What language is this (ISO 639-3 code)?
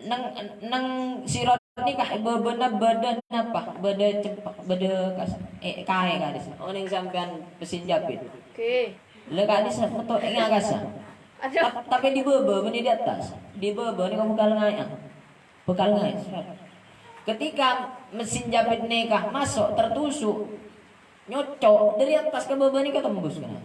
mad